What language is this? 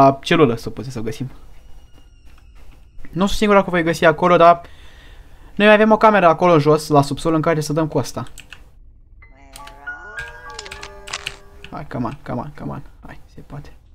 Romanian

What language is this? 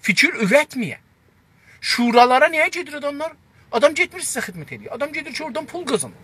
South Azerbaijani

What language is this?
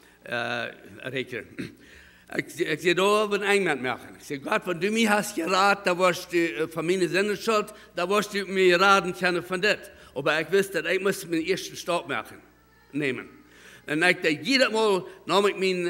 Plautdietsch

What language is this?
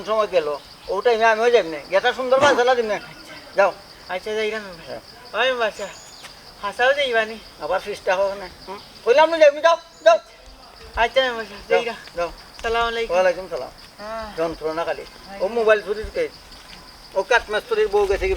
Sylheti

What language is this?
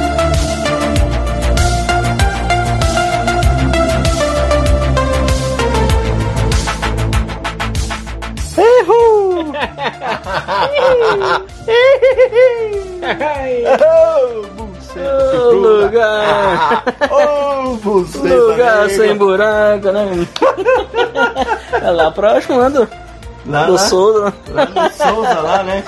Portuguese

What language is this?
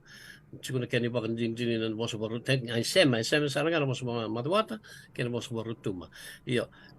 Fijian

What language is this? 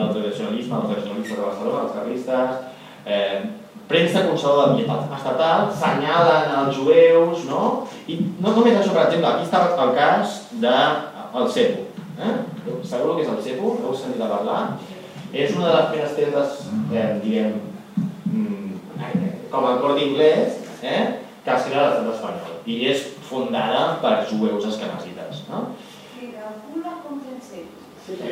Catalan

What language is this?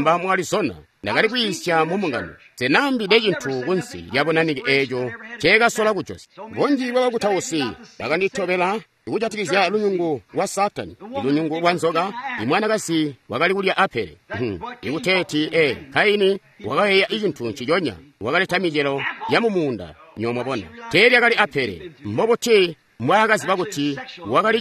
Tonga (Zambia)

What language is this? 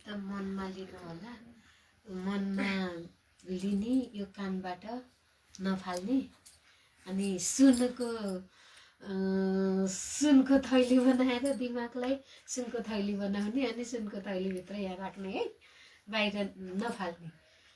Nepali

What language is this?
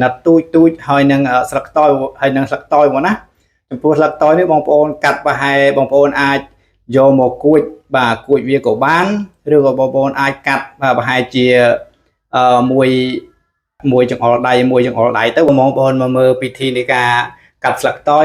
Khmer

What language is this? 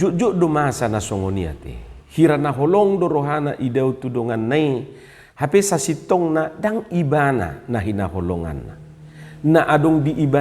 Batak Toba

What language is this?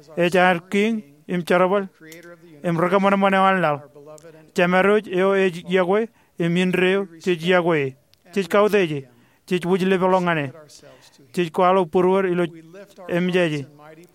Marshallese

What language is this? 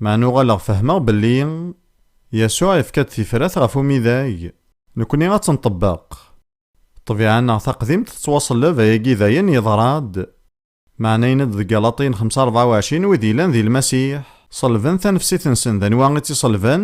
Kabyle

